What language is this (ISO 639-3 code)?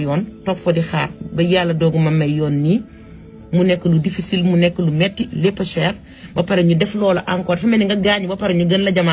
wol